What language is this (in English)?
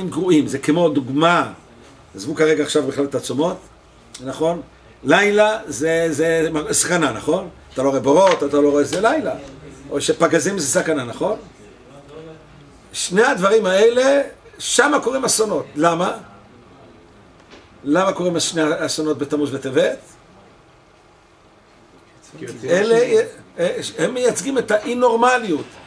Hebrew